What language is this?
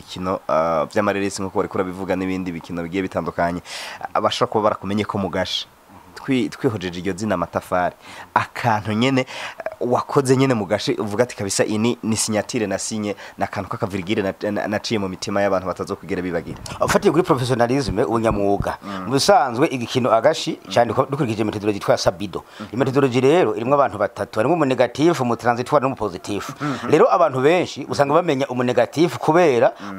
Rundi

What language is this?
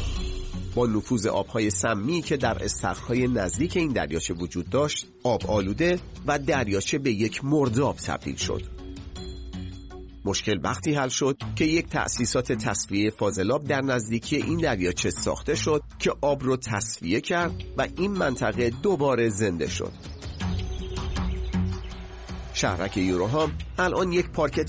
Persian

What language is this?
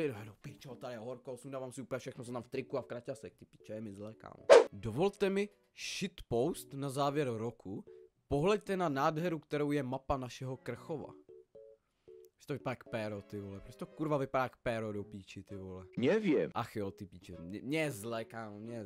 Czech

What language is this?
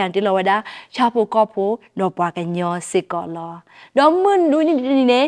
S'gaw Karen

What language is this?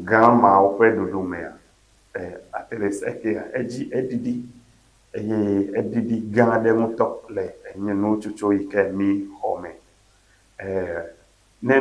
Ewe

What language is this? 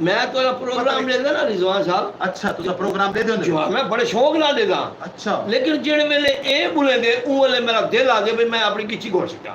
Saraiki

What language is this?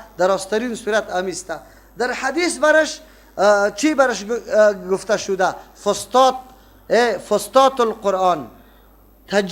Persian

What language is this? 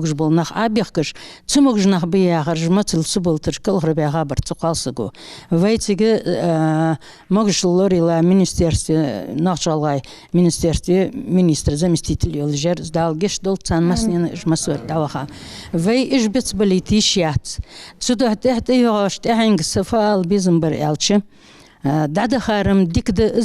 Ingush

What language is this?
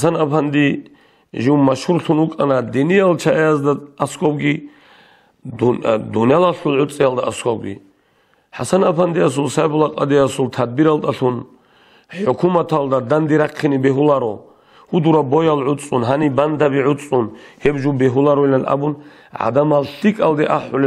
Avaric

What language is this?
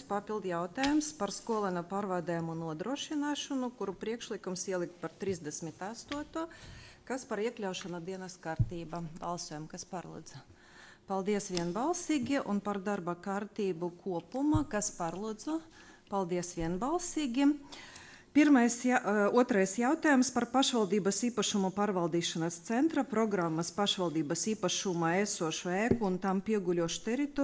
Latvian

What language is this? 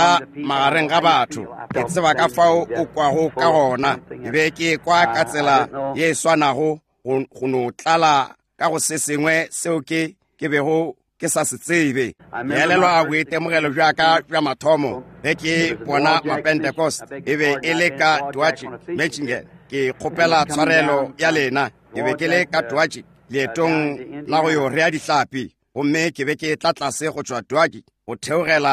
Northern Sotho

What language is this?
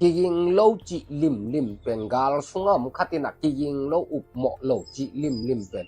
Tedim Chin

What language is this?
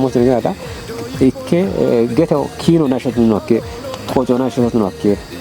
Kafa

